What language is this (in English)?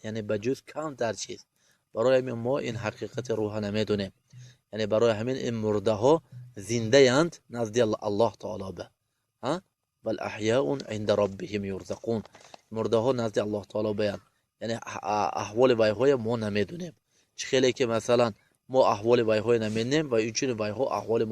Tajik